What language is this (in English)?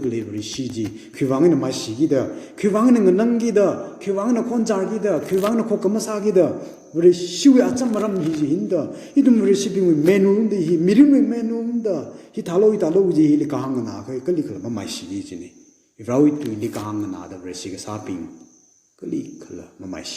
Tangkhul Naga (India)